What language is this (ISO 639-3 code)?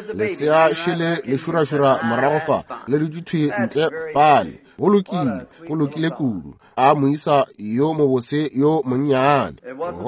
nso